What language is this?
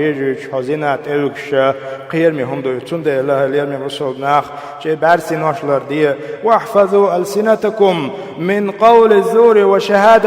Chechen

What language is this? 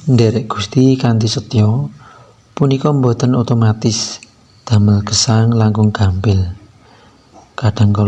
Javanese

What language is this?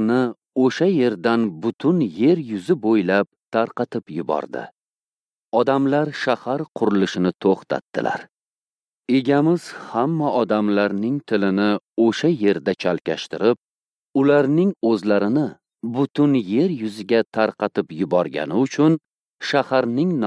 Uzbek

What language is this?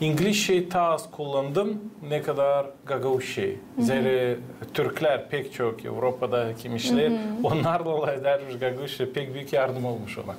Gagauz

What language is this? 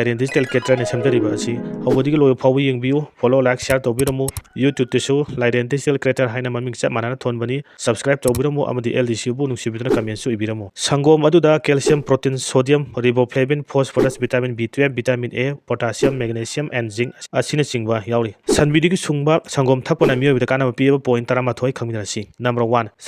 Manipuri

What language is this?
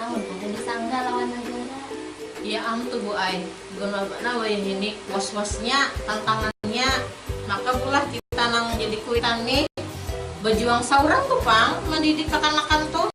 Banjar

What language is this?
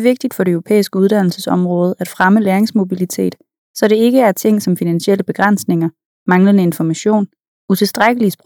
Danish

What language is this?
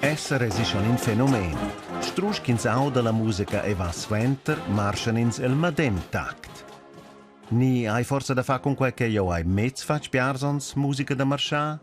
Romansh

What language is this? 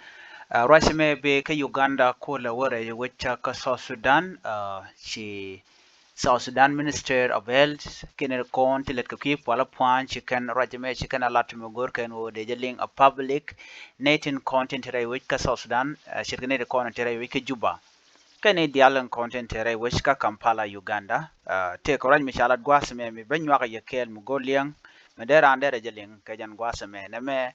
Nuer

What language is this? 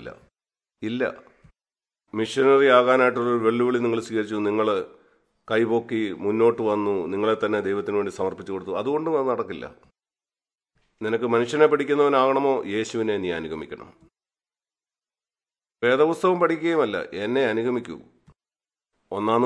Malayalam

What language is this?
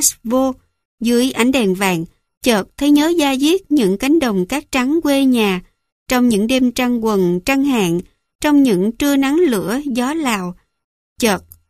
Vietnamese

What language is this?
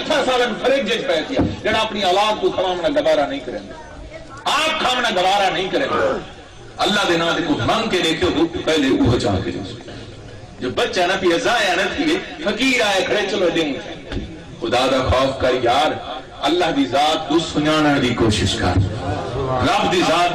Saraiki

